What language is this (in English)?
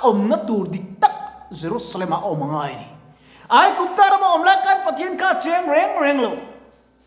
Mizo